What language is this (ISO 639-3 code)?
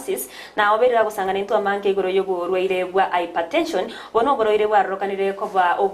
guz